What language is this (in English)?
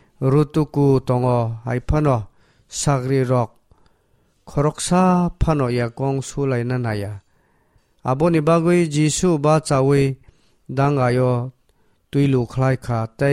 Kok Borok